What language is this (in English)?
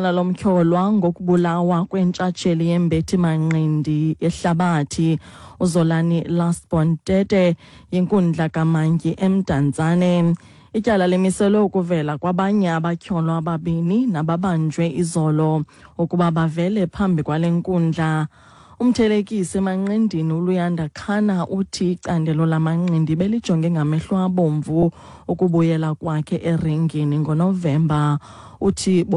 Xhosa